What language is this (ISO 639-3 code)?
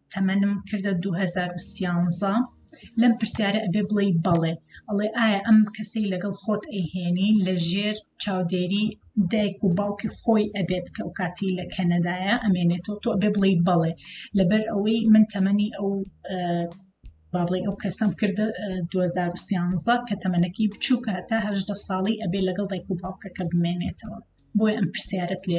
ckb